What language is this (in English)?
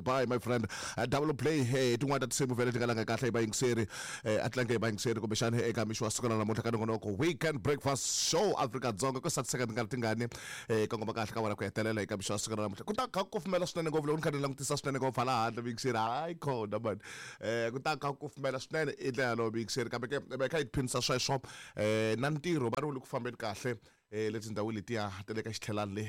Tsonga